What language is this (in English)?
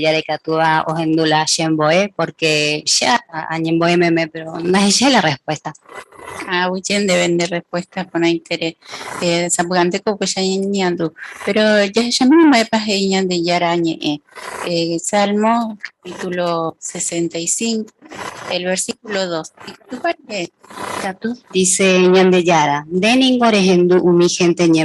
Guarani